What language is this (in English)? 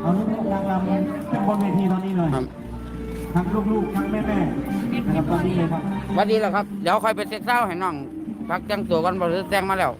Northeastern Thai